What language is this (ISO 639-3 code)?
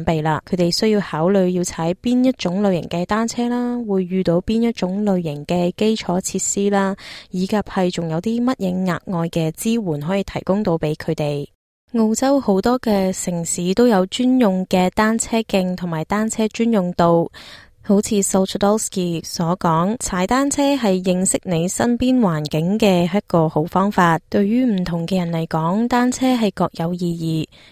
yue